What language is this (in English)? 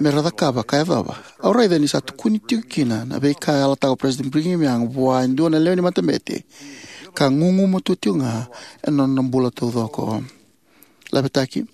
Fijian